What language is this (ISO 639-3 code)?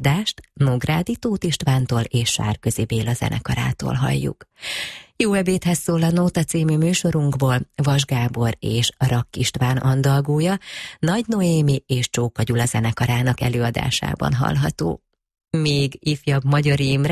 hun